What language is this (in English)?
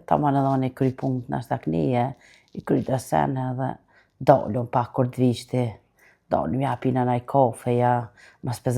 Albanian